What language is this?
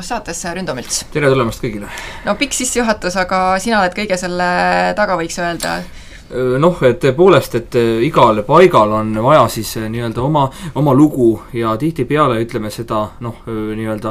Estonian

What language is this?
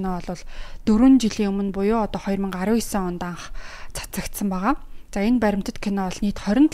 Mongolian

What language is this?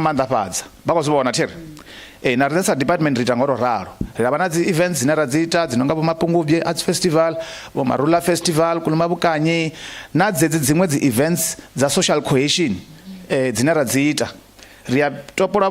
Venda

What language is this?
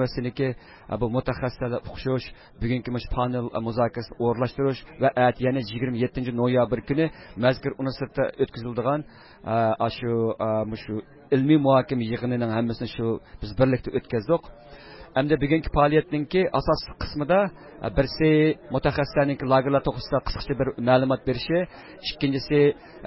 Uyghur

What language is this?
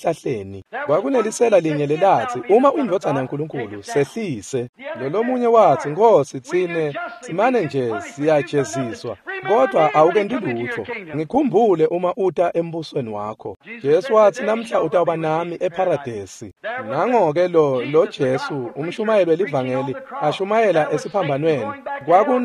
Swati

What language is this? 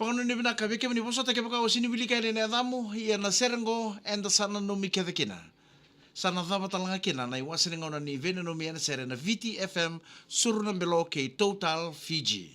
Fijian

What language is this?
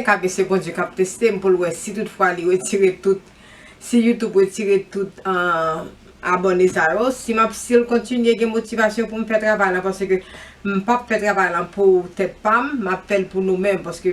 Haitian Creole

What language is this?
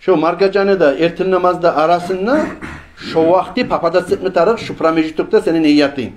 Kumyk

